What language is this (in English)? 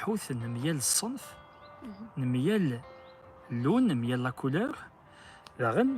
Kabyle